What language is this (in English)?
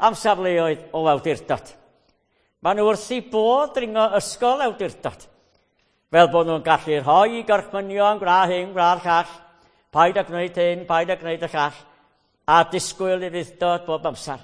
Welsh